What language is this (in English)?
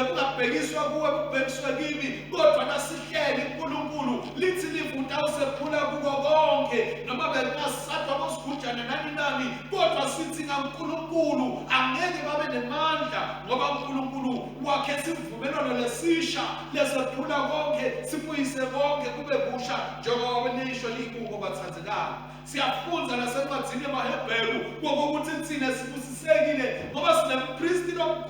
Swati